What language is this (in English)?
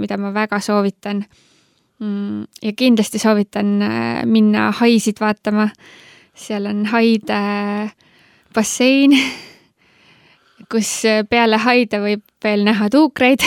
Estonian